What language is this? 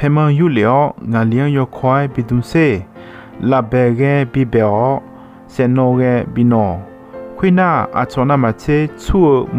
Akha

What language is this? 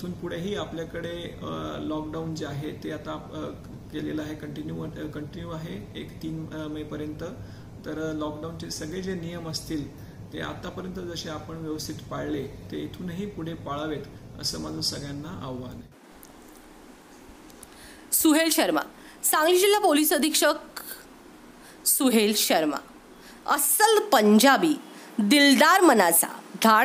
Marathi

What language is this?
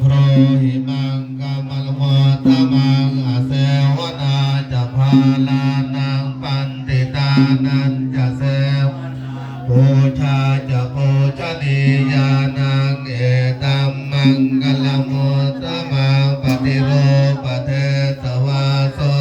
Pali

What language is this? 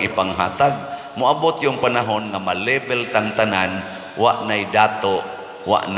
Cebuano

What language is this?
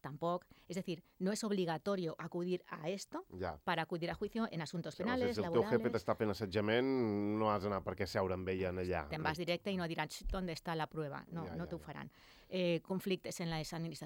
Catalan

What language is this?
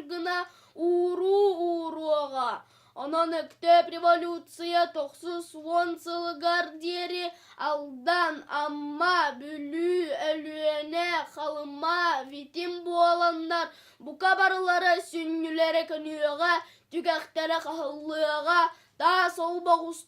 Yakut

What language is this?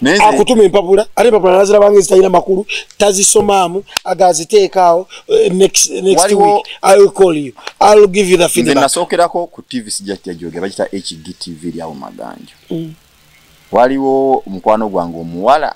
Ganda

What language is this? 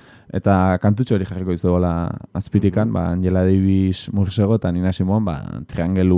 Basque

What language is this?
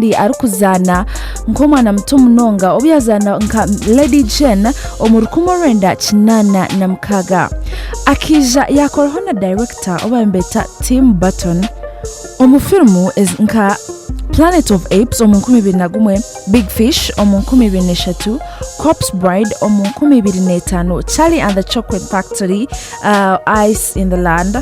Nyankole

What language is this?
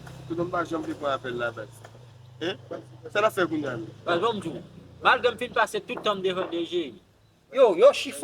Haitian Creole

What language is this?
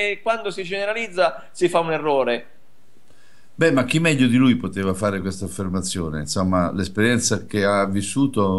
Italian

